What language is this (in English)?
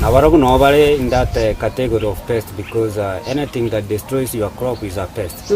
Gusii